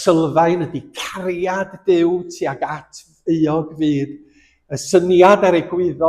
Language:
Welsh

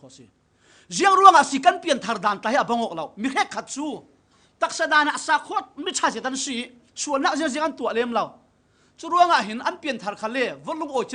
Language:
Falam Chin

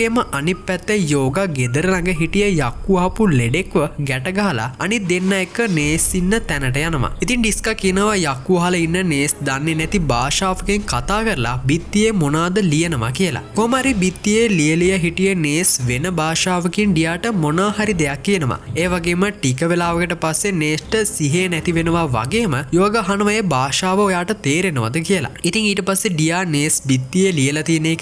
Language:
Sinhala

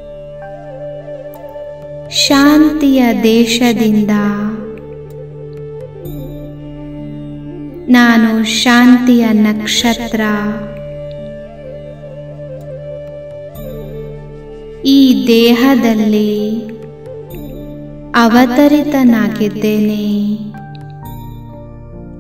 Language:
Kannada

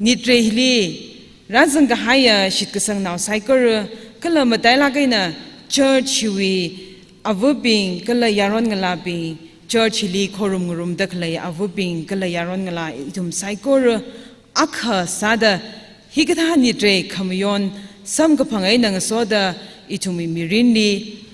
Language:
Tangkhul Naga (India)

